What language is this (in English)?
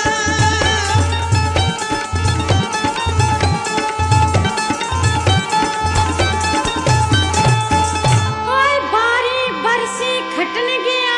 Punjabi